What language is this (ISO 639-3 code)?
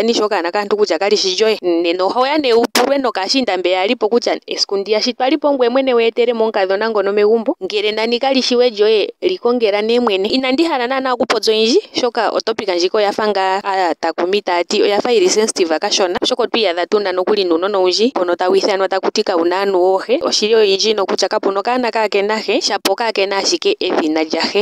ndo